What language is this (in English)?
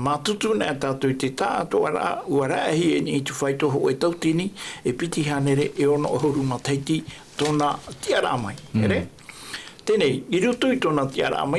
Tahitian